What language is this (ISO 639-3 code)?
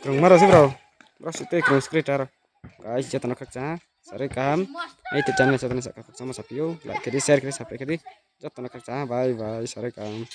ria